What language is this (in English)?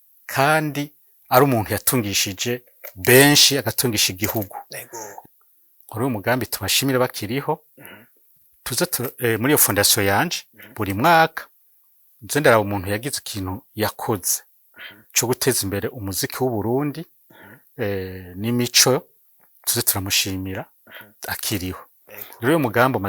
Rundi